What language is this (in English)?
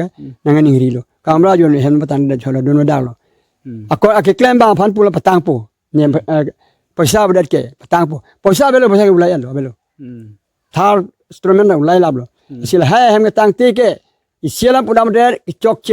Karbi